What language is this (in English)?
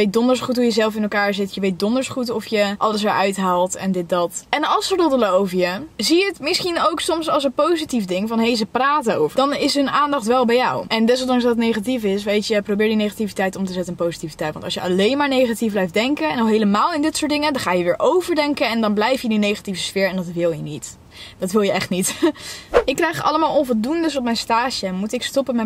Dutch